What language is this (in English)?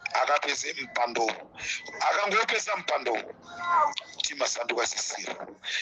Nyanja